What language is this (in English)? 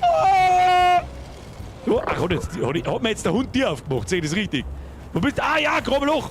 Bavarian